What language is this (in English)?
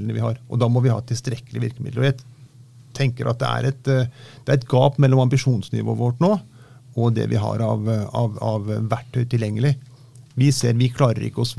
Norwegian